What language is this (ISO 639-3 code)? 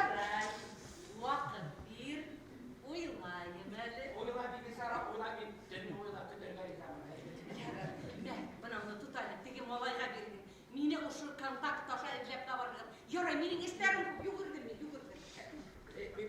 bak